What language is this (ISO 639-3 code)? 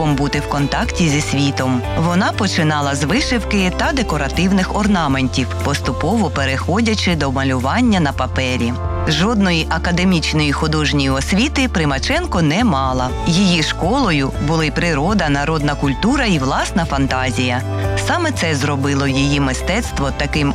ukr